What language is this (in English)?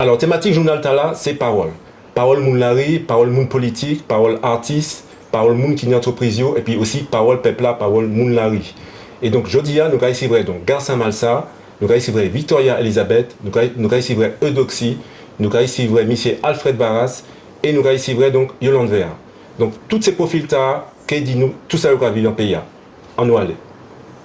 Guadeloupean Creole French